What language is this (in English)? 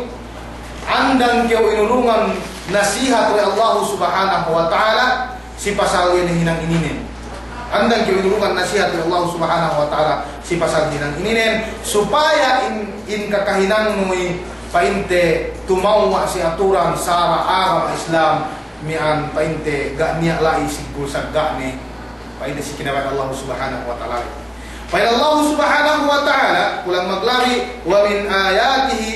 Yakan